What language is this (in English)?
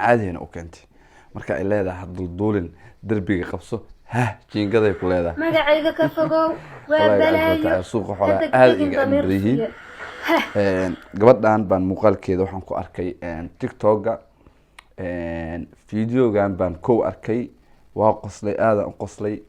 Somali